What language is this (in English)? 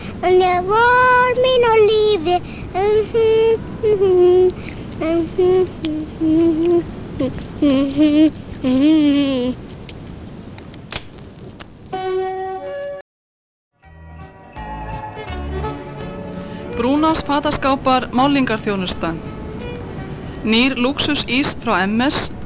Icelandic